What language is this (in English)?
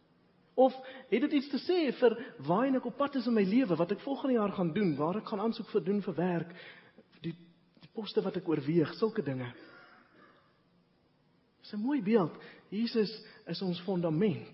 Afrikaans